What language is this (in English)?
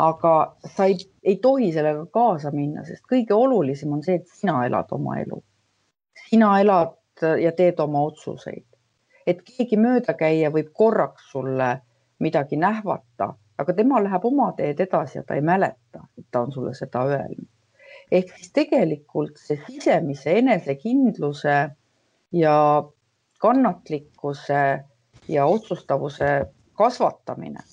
Estonian